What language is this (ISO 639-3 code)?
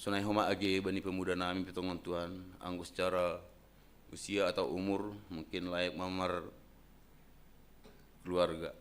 bts